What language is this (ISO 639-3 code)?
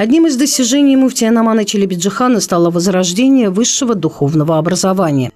crh